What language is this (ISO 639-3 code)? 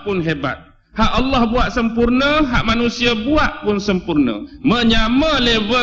msa